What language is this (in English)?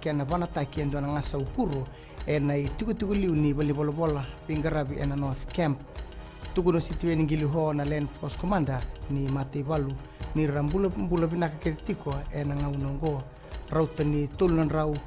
Fijian